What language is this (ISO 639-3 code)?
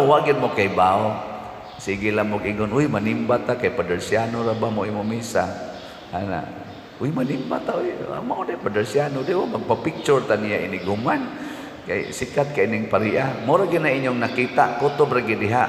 ceb